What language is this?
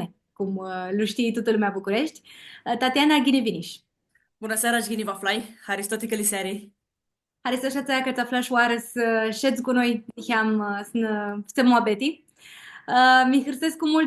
Aromanian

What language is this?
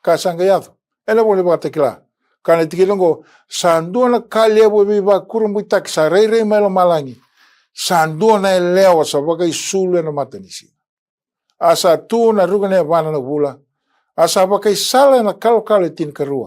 Fijian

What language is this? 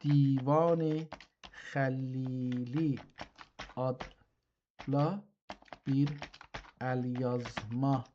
South Azerbaijani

